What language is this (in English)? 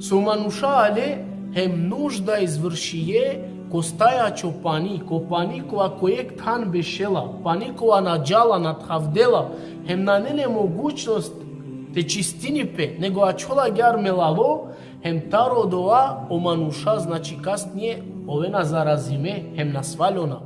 Balkan Romani